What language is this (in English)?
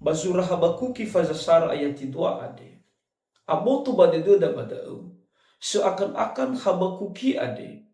Nias